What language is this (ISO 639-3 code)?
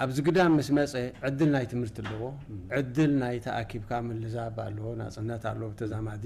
tir